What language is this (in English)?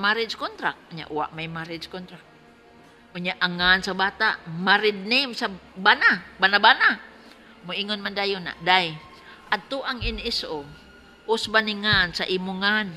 Cebuano